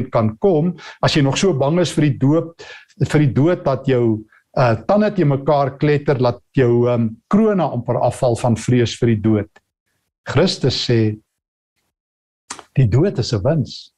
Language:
Afrikaans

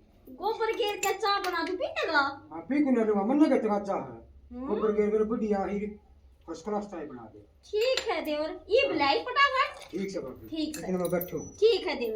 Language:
Haryanvi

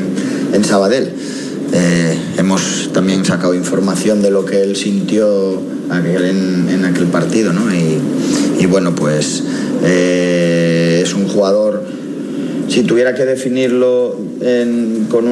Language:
Spanish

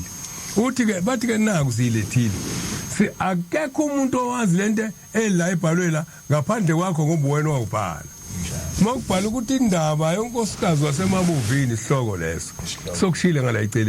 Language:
Zulu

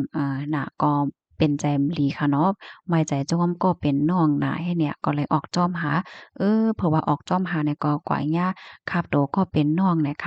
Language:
Shan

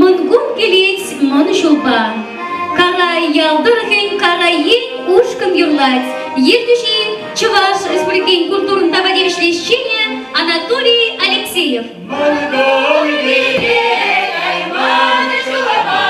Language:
Chuvash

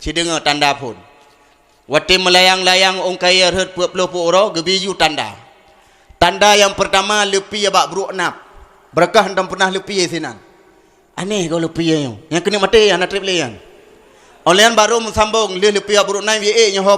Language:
Achinese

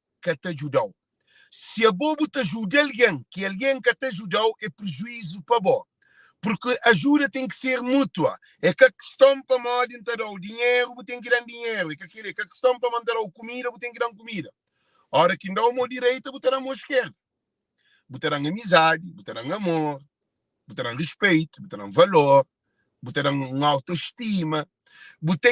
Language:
Kabuverdianu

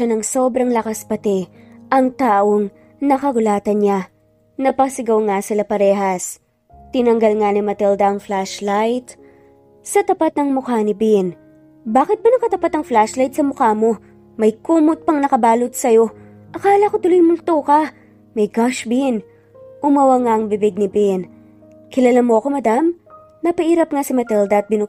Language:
Filipino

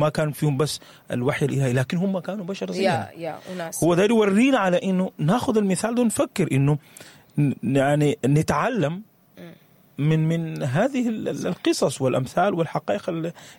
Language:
Sudanese Arabic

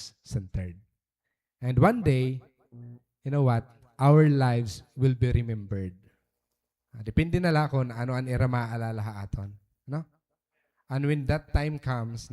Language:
Waray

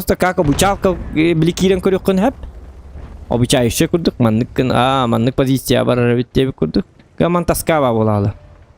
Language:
Yakut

